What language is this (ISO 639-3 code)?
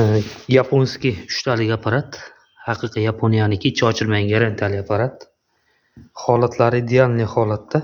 uzb